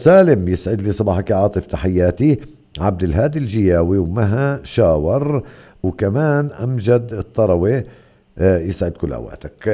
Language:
North Levantine Arabic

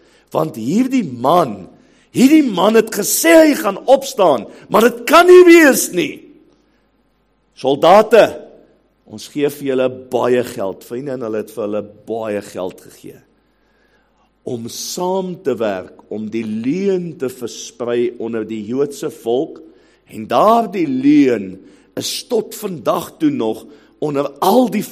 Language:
Afrikaans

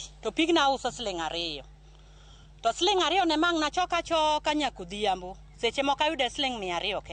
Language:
Luo (Kenya and Tanzania)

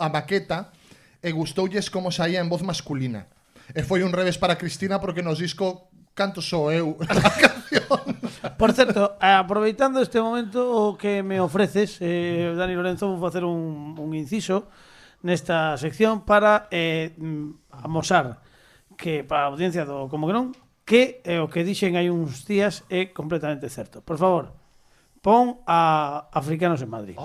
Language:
Galician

